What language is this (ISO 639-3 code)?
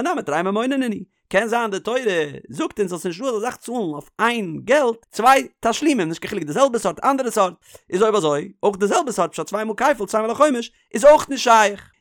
yid